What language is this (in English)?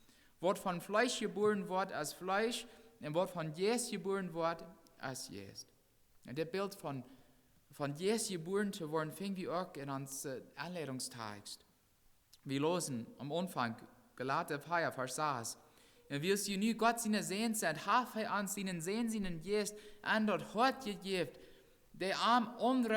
Plautdietsch